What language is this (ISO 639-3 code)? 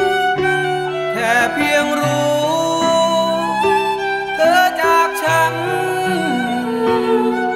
tha